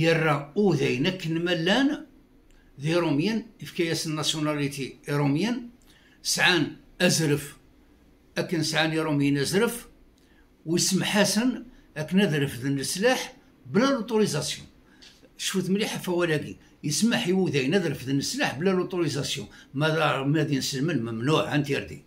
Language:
Kabyle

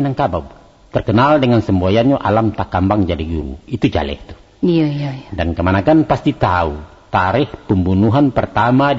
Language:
Minangkabau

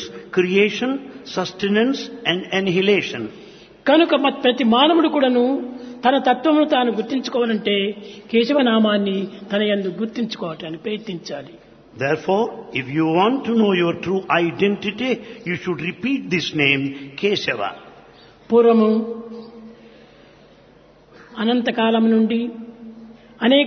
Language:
Telugu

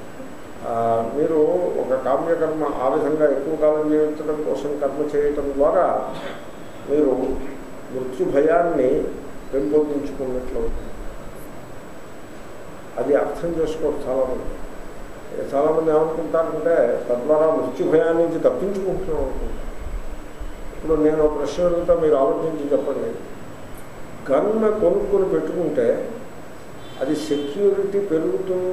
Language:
Telugu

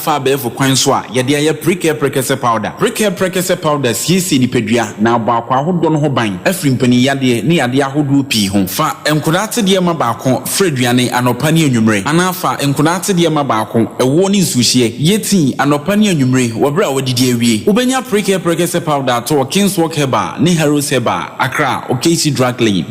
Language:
Akan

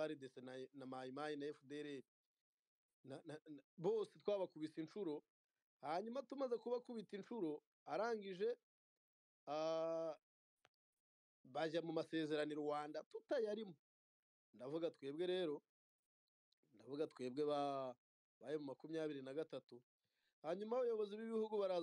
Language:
Kinyarwanda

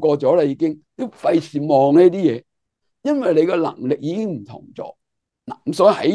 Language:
Cantonese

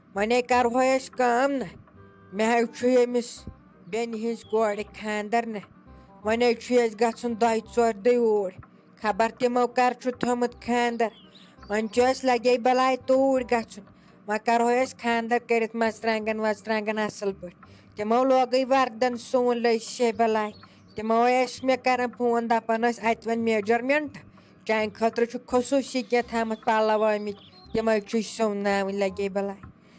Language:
Kashmiri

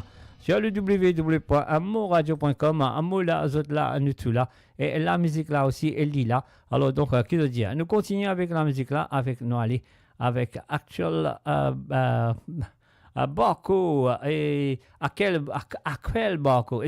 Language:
Morisyen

